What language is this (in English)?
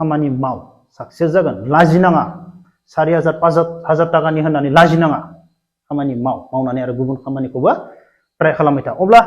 Bodo